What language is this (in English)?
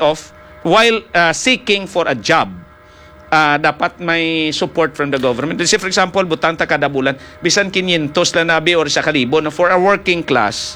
Hiligaynon